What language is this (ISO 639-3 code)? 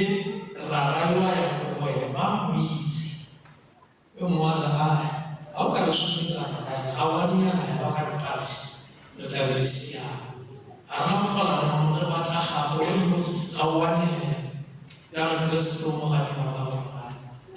tsn